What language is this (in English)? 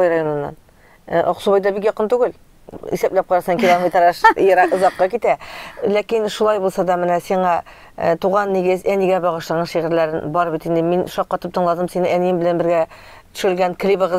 Tatar